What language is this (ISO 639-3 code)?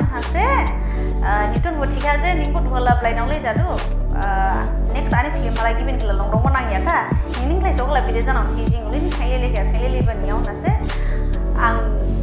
dis